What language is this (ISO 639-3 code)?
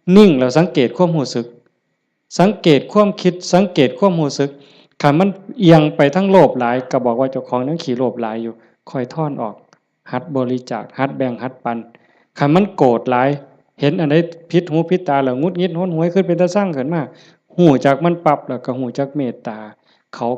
tts